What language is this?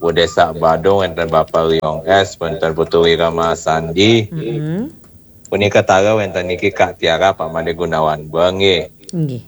Balinese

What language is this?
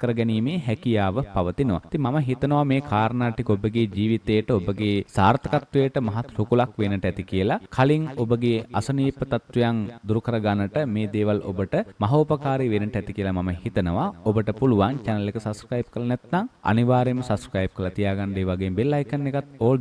Sinhala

